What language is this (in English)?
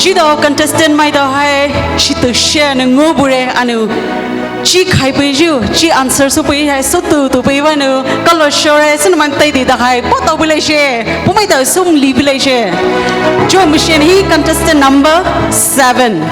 Poumei Naga